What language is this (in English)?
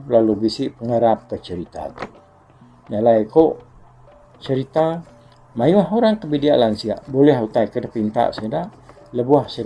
Iban